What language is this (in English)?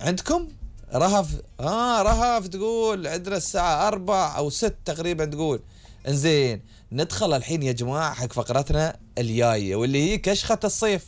Gulf Arabic